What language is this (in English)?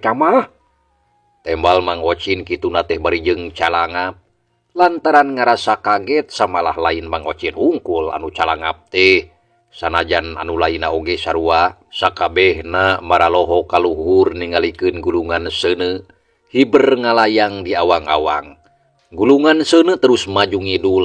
Sundanese